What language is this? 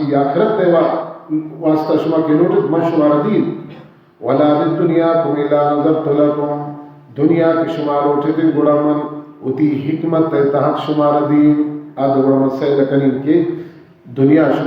Baluchi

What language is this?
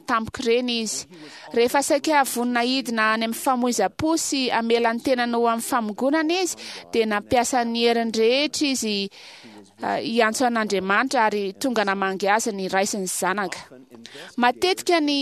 Malagasy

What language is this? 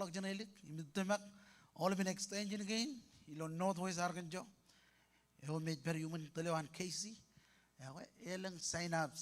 Marshallese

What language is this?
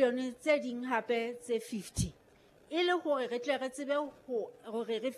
Southern Sotho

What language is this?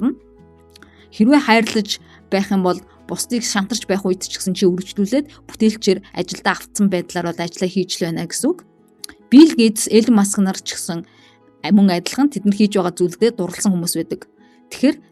Mongolian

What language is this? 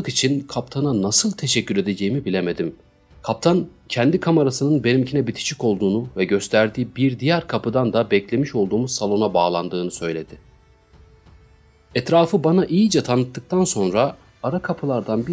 Turkish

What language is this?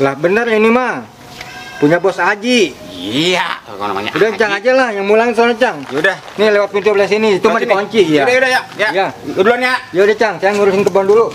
Betawi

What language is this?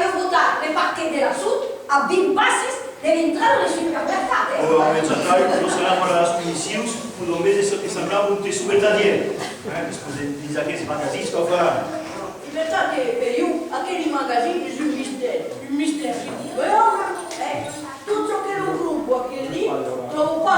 Occitan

